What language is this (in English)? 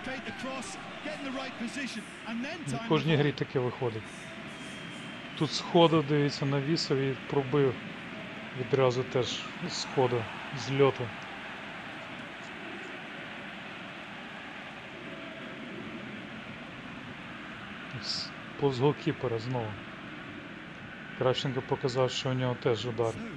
Ukrainian